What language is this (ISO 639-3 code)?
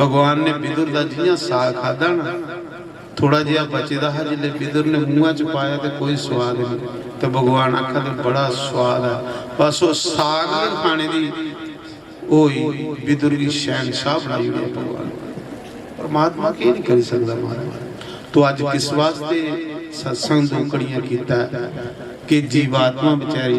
doi